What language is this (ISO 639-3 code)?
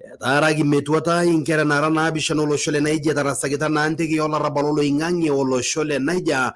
mas